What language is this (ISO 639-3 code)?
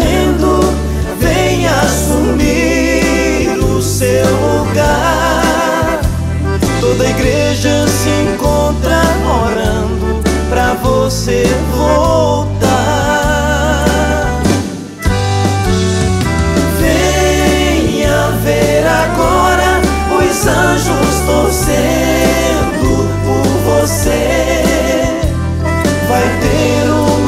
por